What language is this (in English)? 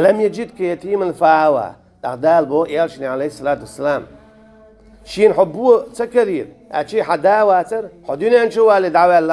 Chechen